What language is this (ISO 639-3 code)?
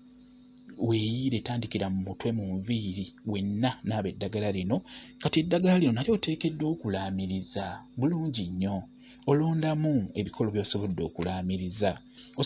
lug